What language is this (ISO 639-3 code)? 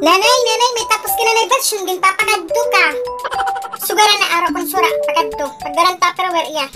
war